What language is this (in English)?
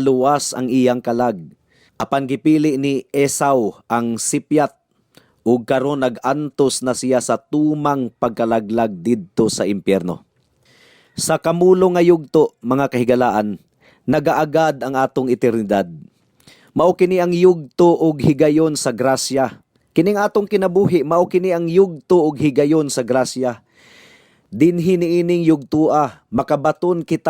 Cebuano